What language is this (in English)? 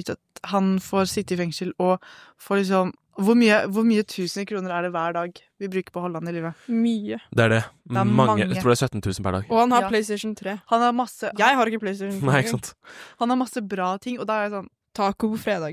Norwegian